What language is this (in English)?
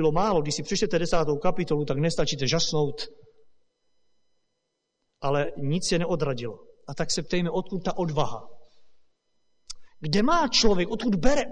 Czech